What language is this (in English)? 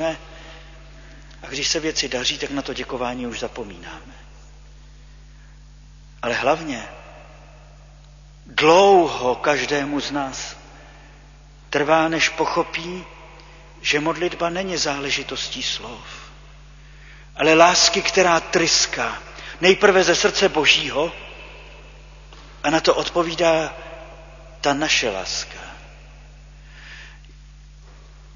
Czech